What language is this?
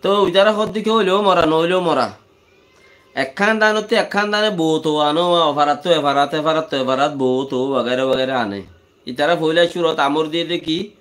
Rohingya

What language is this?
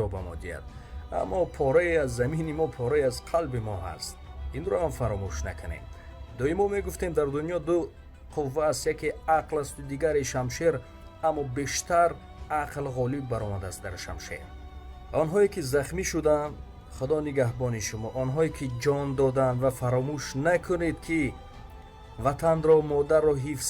Tajik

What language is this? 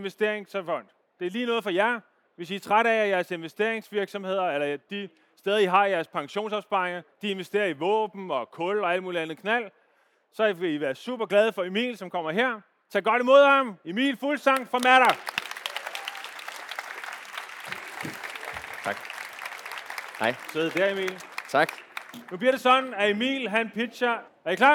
Danish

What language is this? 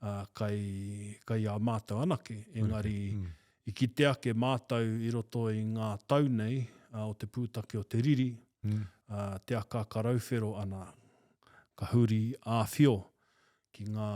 Māori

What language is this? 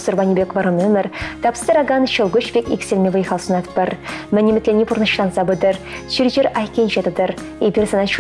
Chuvash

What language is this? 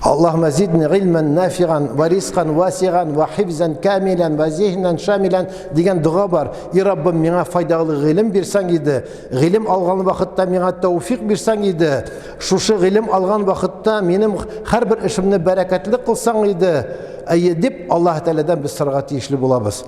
Tatar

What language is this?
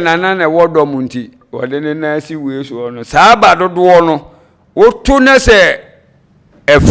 Akan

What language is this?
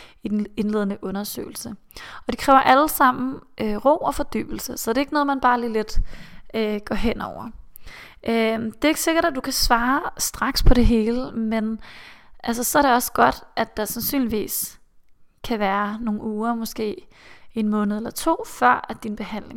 Danish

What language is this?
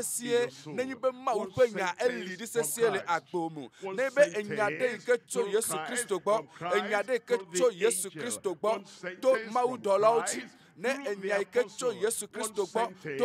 Ewe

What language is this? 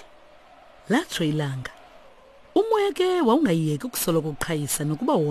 Xhosa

